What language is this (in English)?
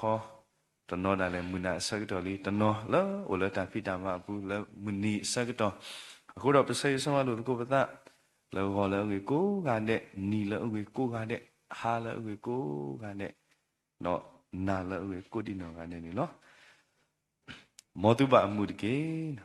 S'gaw Karen